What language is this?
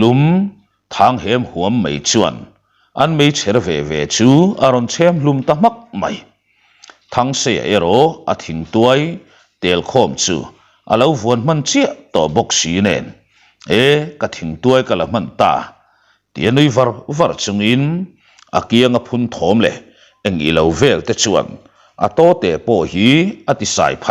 Mizo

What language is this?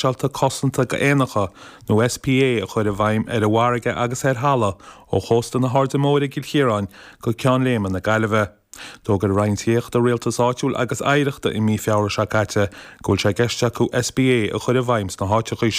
Irish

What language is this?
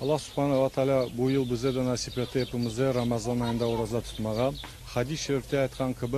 Crimean Tatar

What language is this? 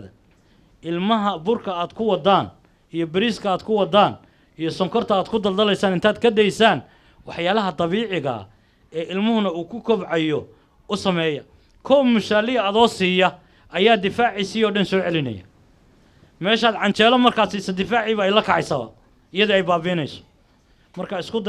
Somali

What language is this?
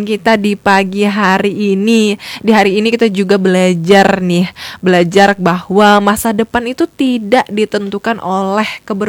Indonesian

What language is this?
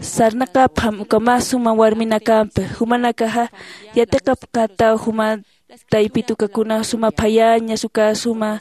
Aymara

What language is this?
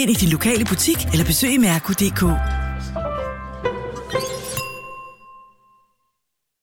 Danish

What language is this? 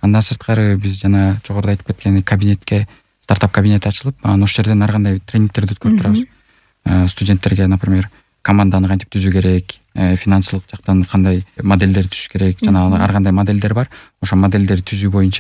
Kyrgyz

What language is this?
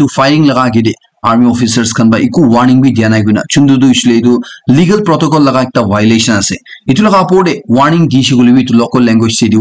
Naga Pidgin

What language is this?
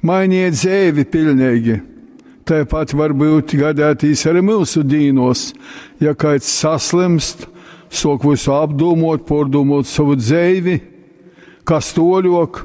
Latgalian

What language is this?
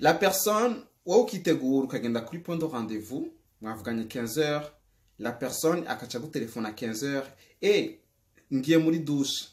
Rundi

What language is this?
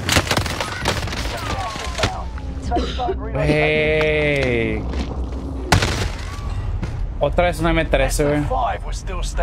Spanish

